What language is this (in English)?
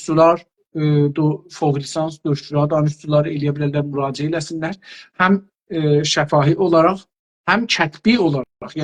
South Azerbaijani